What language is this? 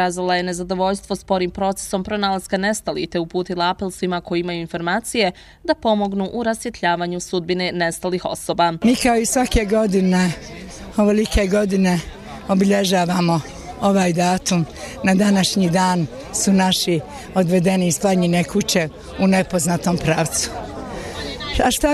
Bosnian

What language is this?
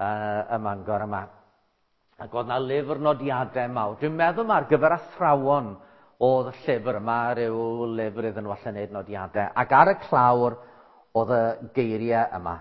Welsh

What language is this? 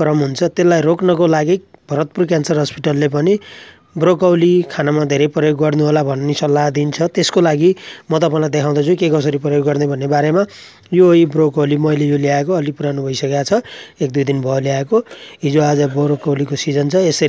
Nepali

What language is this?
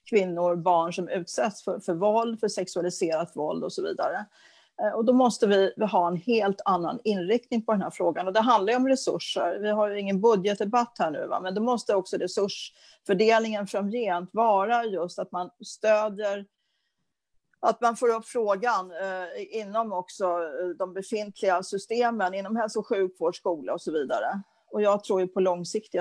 Swedish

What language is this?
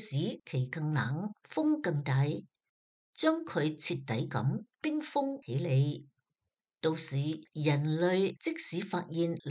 Cantonese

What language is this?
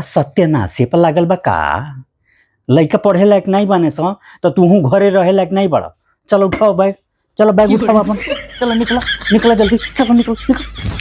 Bhojpuri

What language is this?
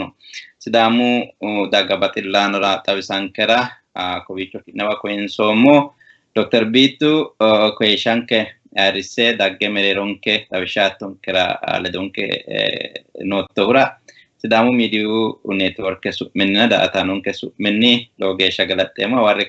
Sidamo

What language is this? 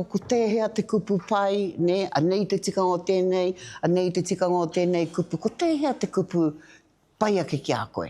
Māori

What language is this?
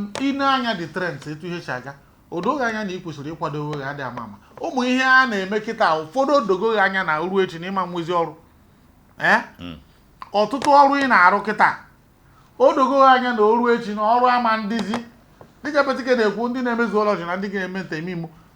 Igbo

